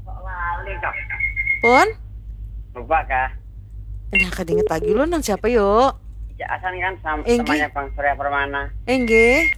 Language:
Banjar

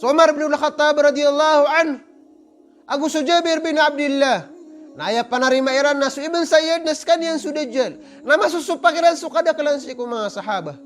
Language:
Maranao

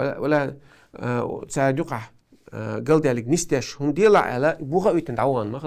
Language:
Chechen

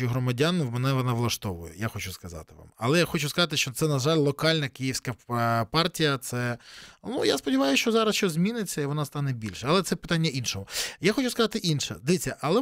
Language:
Ukrainian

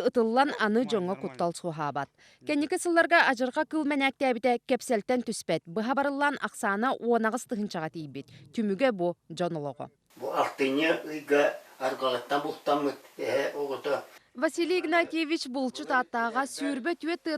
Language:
Yakut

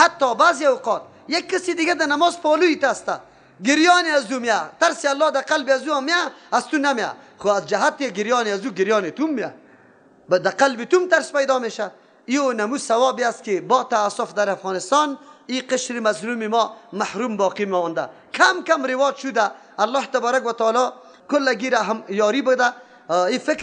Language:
Persian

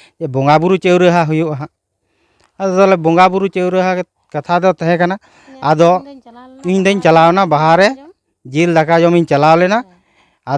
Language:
Santali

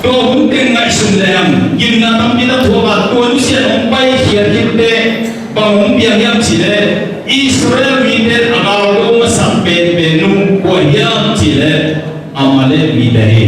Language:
Tedim Chin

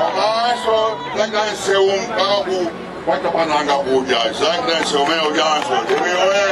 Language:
Nyanja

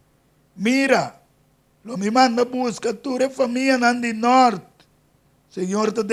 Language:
Papiamento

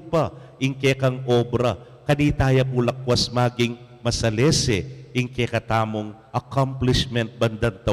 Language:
Pampanga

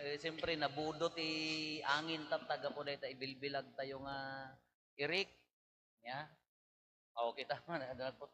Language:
Iloko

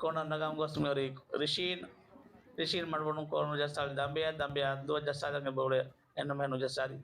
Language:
Divehi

